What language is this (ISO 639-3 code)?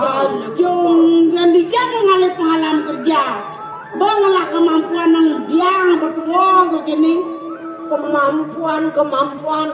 ban